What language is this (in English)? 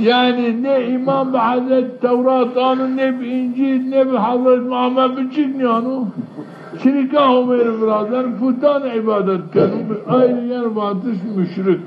Zaza